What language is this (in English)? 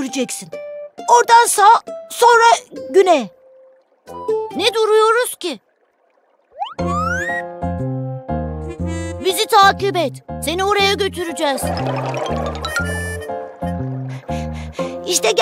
Turkish